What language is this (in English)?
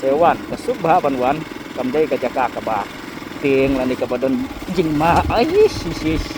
Khasi